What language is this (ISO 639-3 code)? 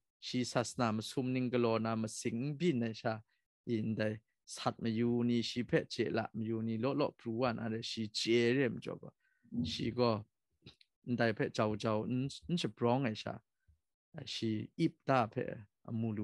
kac